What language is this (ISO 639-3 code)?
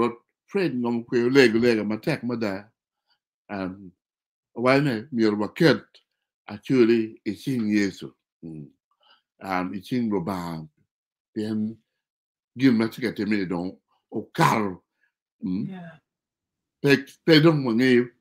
ach